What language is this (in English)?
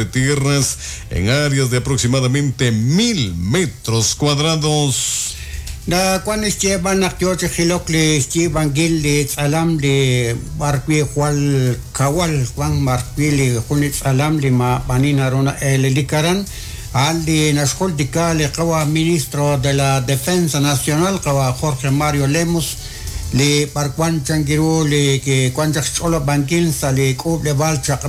Kekchí